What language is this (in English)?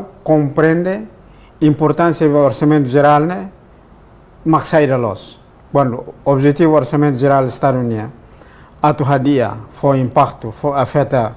Tetum